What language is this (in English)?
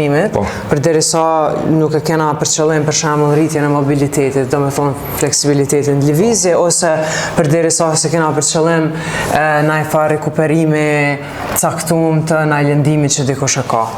Albanian